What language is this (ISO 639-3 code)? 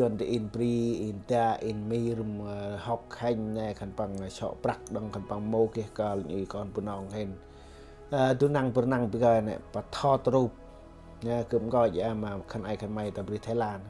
cmo